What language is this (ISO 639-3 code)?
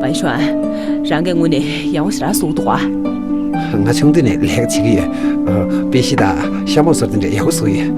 bod